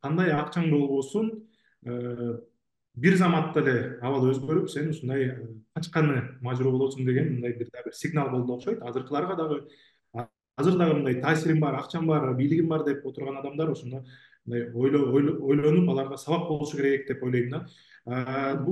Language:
Kyrgyz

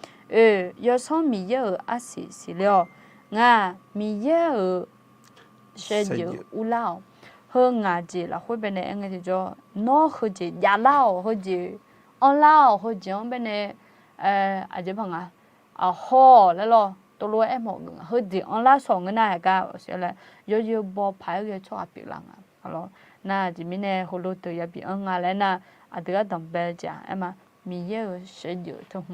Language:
Akha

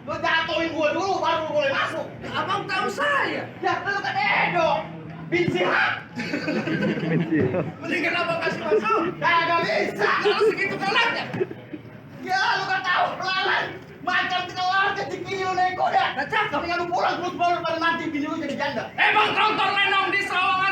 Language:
Betawi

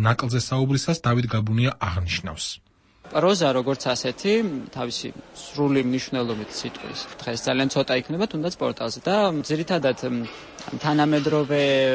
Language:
Georgian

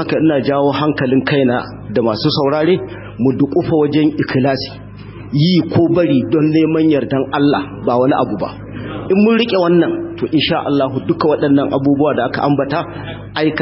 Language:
Hausa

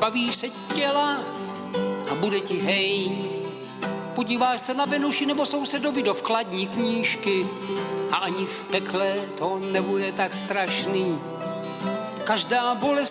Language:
Czech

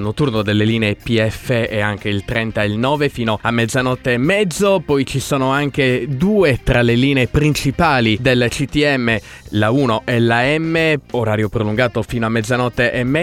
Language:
Italian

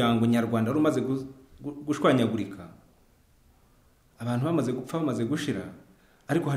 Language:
Kinyarwanda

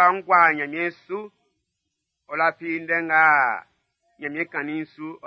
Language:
Baoulé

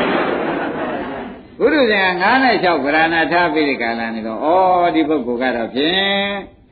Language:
Burmese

